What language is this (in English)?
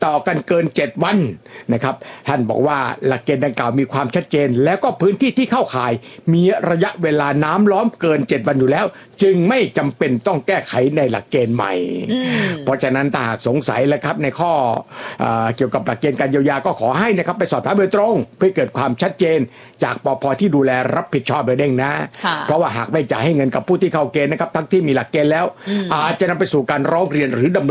Thai